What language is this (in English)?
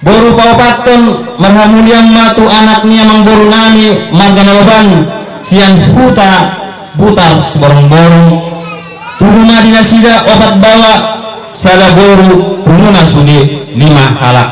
Batak Toba